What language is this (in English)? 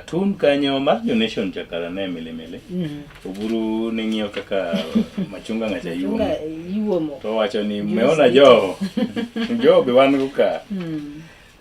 Luo (Kenya and Tanzania)